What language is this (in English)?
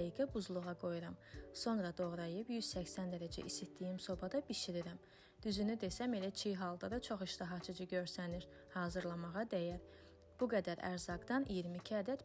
Azerbaijani